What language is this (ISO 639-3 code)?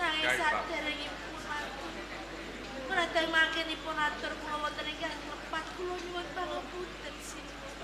jav